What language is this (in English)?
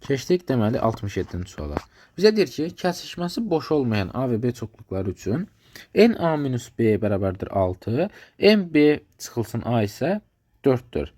Azerbaijani